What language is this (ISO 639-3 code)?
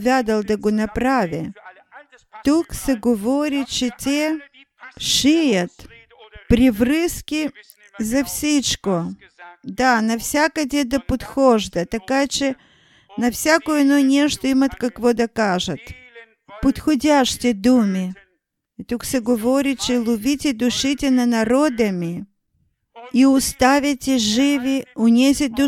bul